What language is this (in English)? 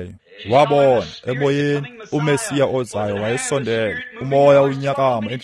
Xhosa